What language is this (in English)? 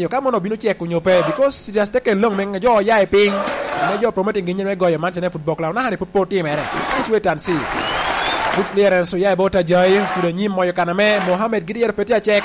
Lango (Uganda)